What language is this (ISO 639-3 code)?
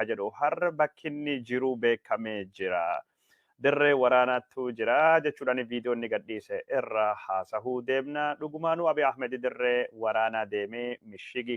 orm